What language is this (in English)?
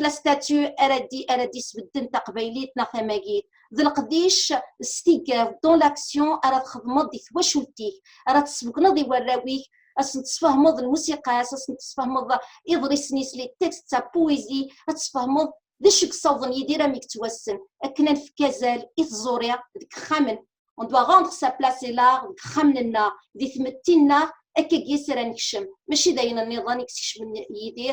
Kabyle